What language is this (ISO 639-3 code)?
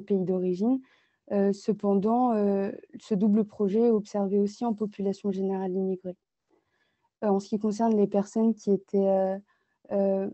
fra